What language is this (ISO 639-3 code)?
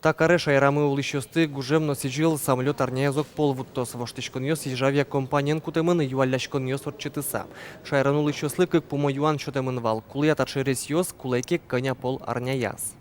udm